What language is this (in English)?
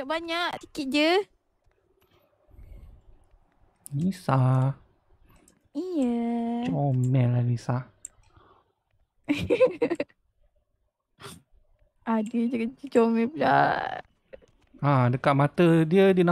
Malay